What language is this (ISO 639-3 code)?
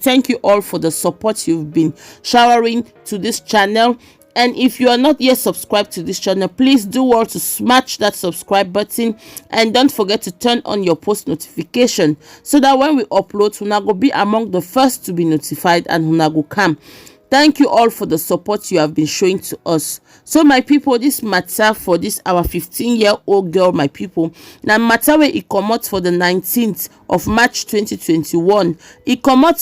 pcm